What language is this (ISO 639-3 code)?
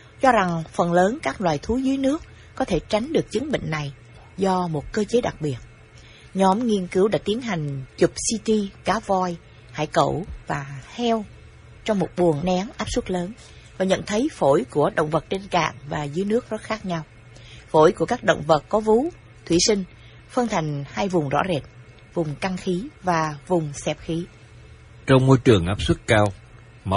vie